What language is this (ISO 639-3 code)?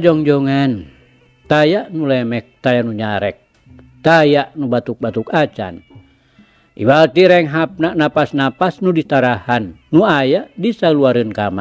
sun